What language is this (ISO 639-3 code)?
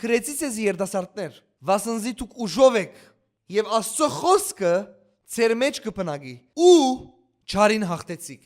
hyw